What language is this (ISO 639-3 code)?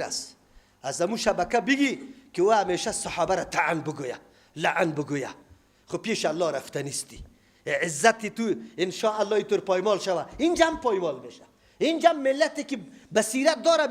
fas